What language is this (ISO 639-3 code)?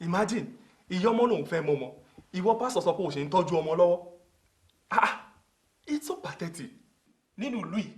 yor